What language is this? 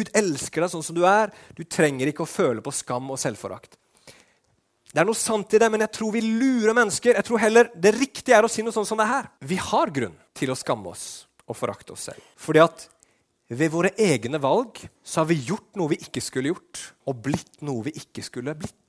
Norwegian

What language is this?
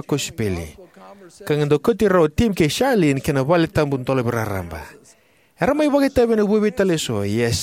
Fijian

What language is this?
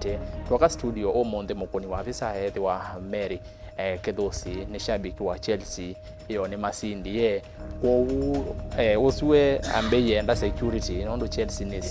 Kamba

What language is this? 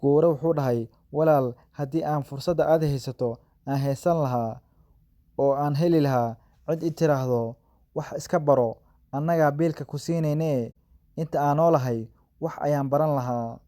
Somali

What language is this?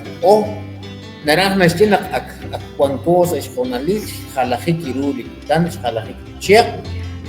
Kekchí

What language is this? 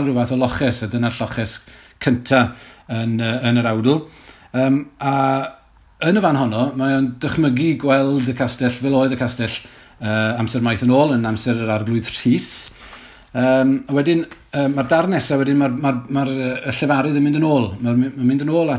Welsh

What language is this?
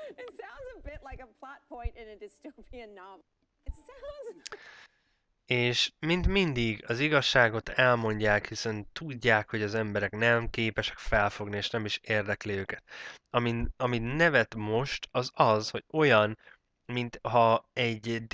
Hungarian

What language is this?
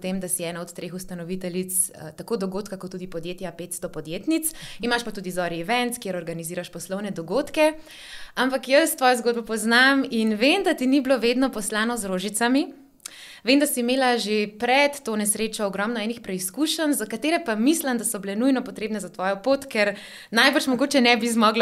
Slovenian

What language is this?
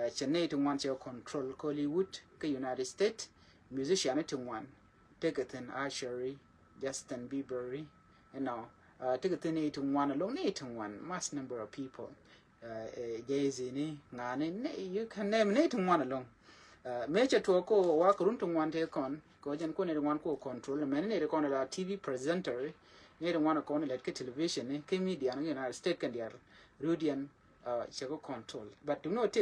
Nuer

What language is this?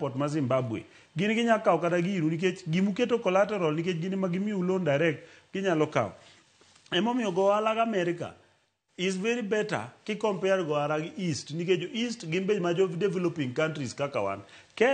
Luo (Kenya and Tanzania)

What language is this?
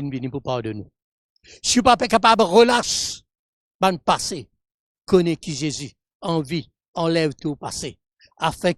Morisyen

